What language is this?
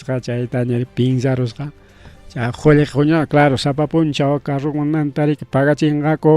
Ayacucho Quechua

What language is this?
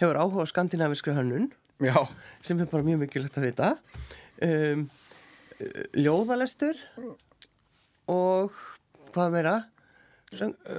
Icelandic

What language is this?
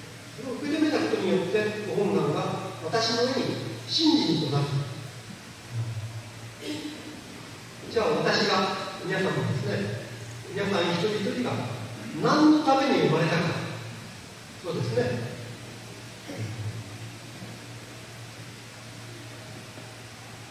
Japanese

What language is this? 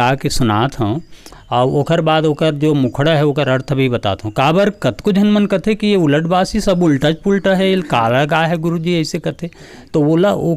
Chhattisgarhi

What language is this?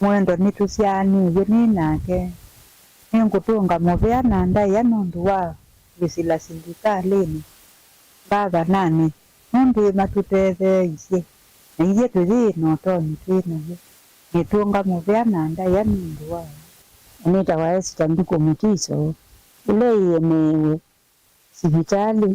Kamba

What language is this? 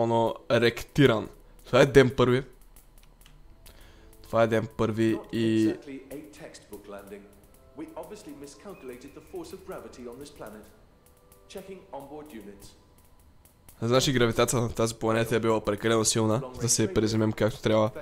Bulgarian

